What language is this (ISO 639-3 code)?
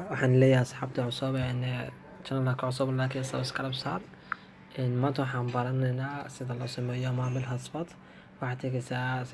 som